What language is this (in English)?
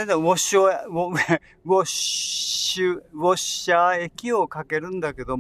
Japanese